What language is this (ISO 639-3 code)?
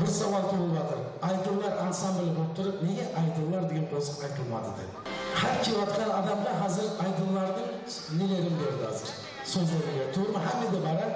kaa